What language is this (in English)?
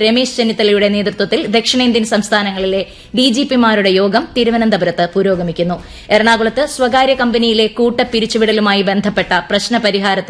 Malayalam